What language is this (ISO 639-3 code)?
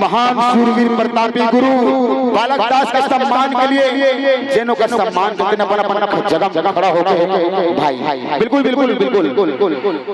hne